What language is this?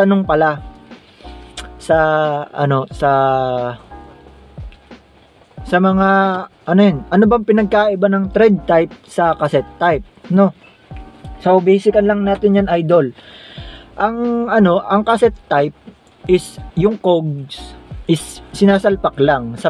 Filipino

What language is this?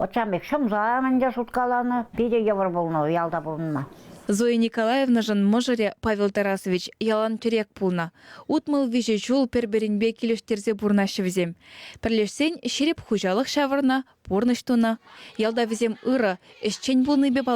Chuvash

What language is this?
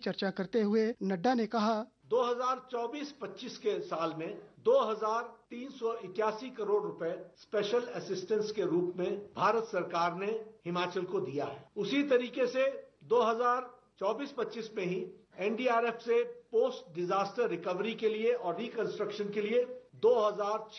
Hindi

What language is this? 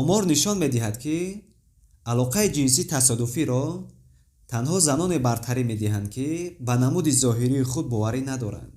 Tajik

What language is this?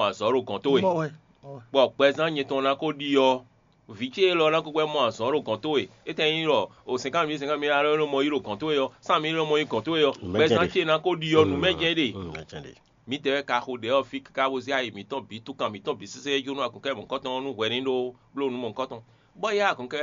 Fon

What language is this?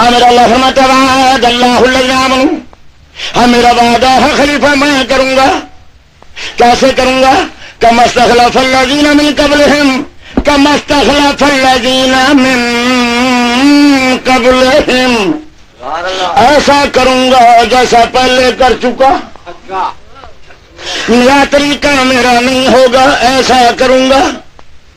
Urdu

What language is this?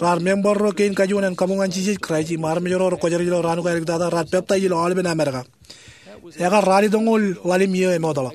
Marshallese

